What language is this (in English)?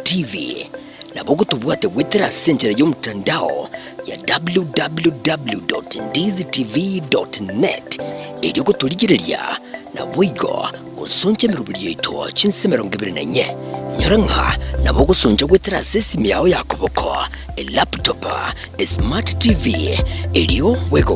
Gusii